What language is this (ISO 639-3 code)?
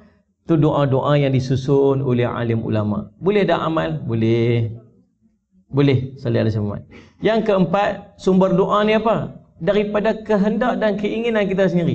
msa